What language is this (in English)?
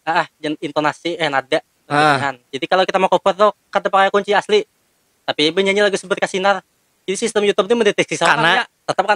Banjar